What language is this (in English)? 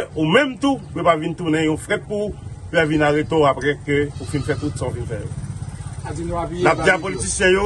Haitian Creole